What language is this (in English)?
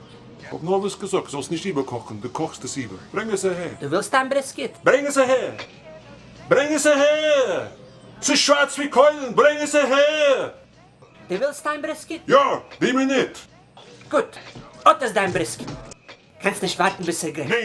Yiddish